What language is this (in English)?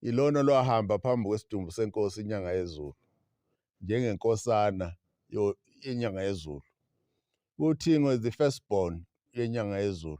Zulu